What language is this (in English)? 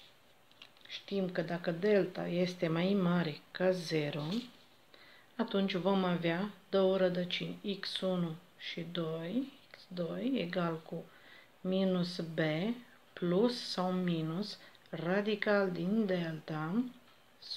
Romanian